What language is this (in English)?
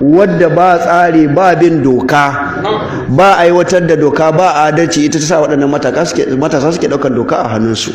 Hausa